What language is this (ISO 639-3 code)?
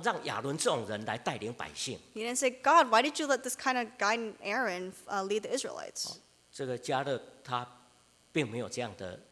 zho